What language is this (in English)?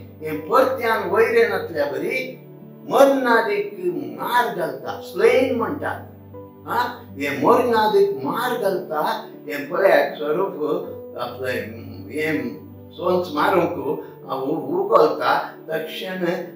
Konkani